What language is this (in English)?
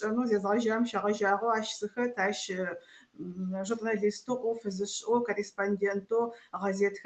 Adyghe